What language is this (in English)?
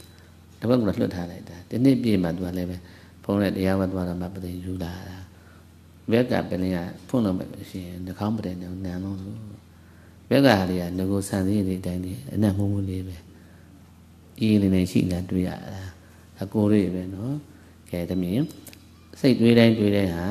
Burmese